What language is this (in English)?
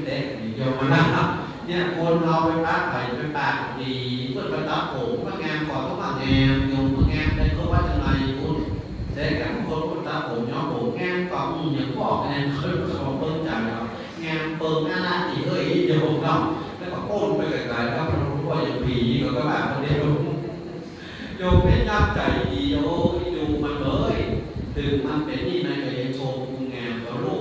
Thai